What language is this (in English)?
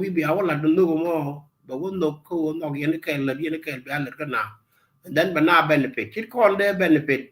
Nuer